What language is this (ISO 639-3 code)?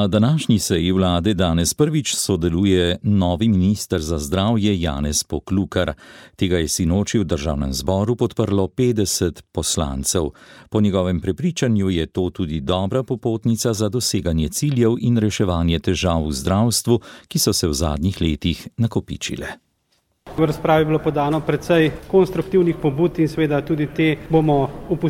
slv